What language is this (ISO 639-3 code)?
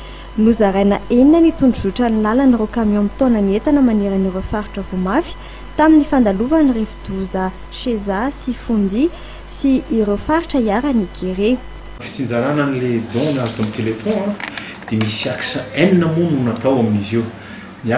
mlg